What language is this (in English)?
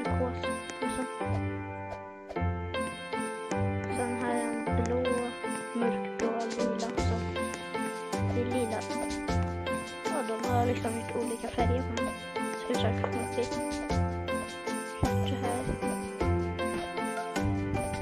Swedish